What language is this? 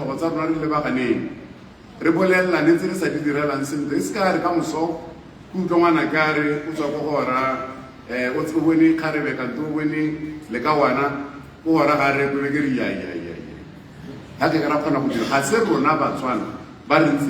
Tswana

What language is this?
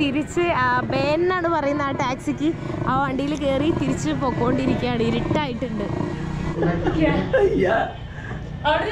Malayalam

